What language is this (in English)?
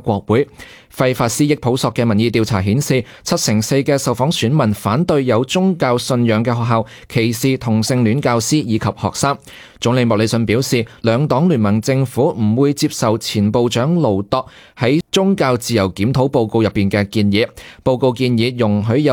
Cantonese